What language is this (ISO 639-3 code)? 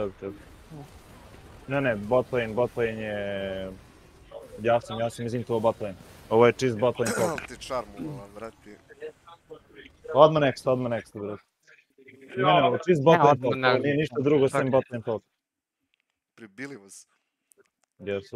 srp